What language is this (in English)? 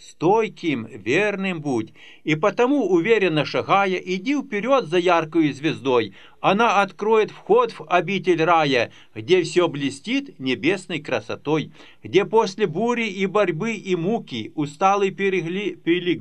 Russian